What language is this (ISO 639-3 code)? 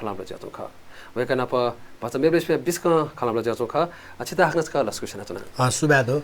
new